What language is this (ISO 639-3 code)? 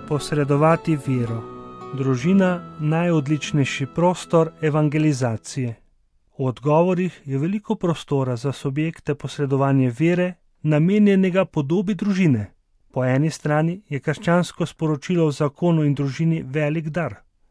slv